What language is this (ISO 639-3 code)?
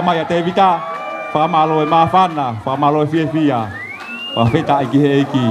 ton